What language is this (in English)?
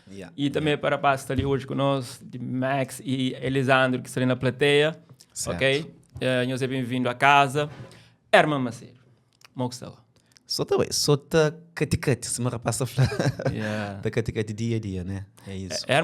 Kabuverdianu